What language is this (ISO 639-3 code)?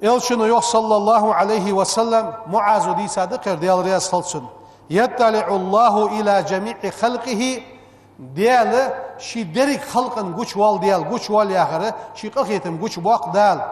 inh